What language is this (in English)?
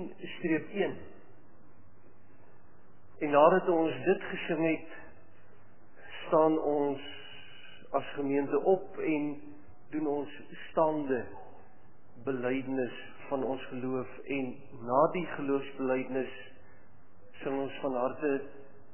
Afrikaans